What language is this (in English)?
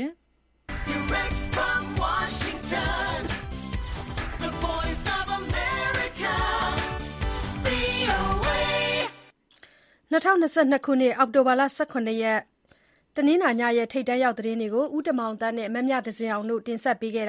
Burmese